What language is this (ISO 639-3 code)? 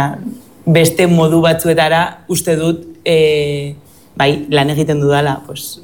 eus